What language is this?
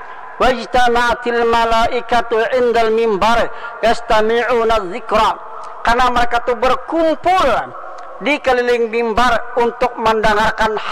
Banjar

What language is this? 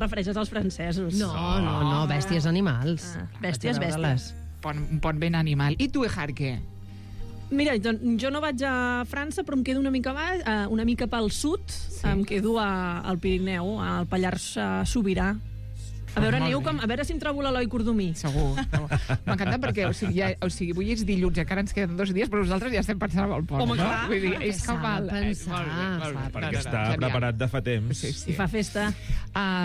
Catalan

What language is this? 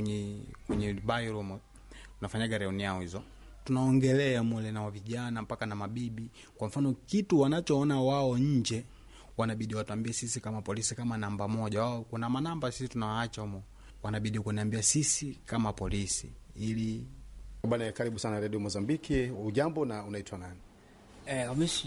Swahili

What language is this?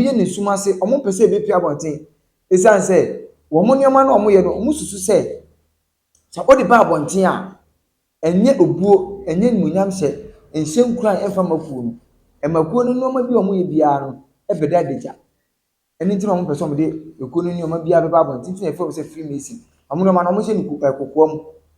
Akan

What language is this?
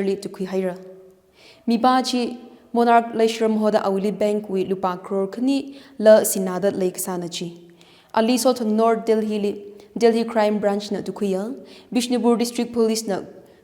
Tangkhul Naga (India)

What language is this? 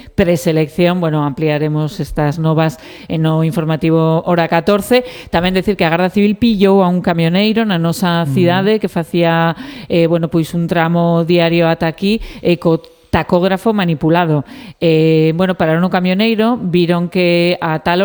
Galician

